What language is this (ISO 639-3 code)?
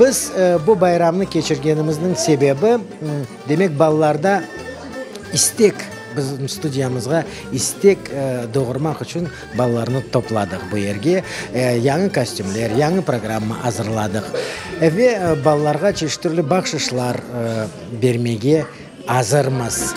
crh